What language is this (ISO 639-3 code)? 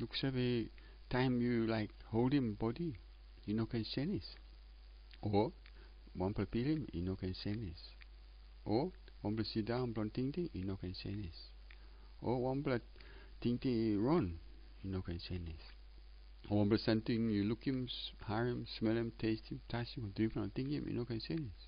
tpi